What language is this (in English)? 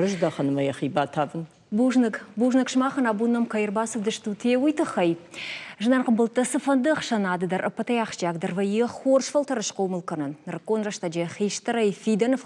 Ossetic